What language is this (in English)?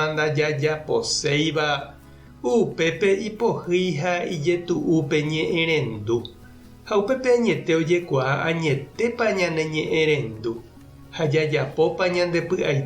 Guarani